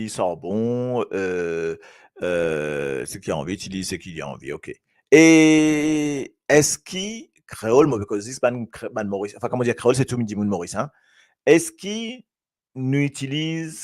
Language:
Morisyen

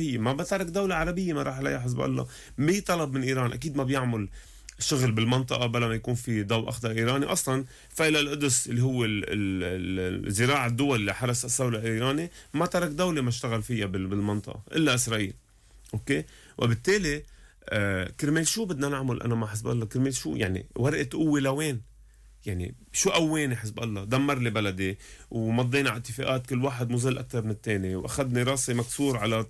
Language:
North Levantine Arabic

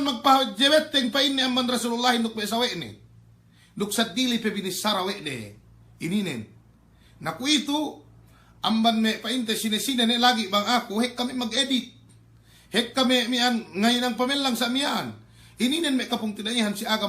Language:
Yakan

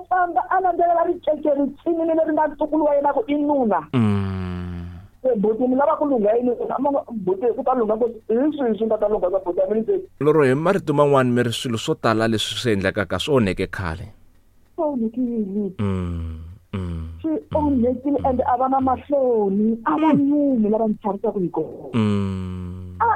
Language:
Tsonga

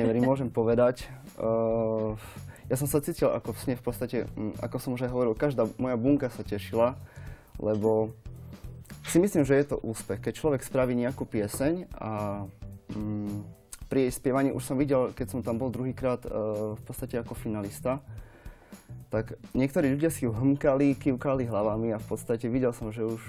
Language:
Slovak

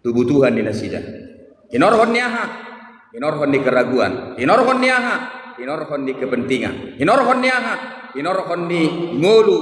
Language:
Batak Toba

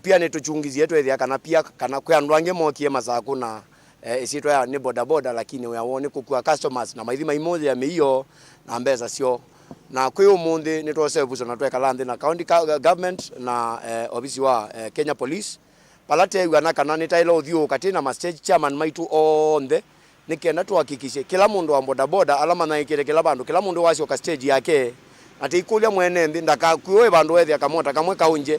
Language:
Kamba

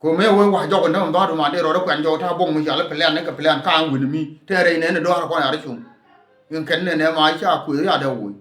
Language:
Nuer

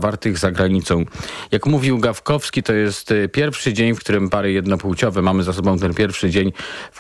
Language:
Polish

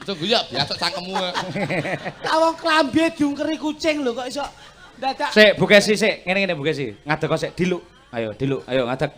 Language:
Javanese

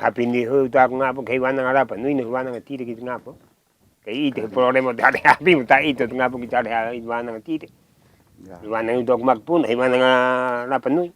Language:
Rapanui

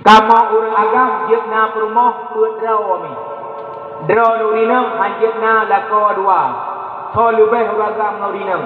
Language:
Achinese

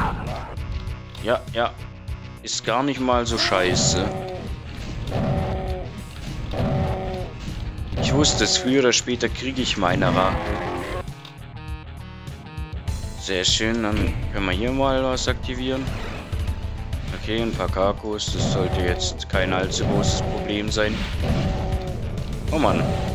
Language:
German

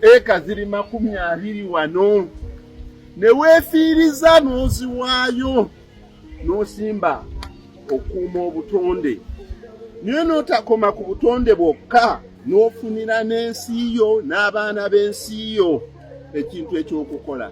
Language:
Ganda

